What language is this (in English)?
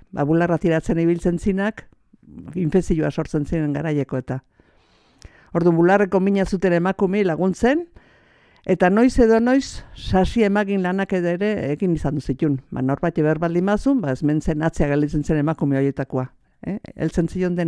Basque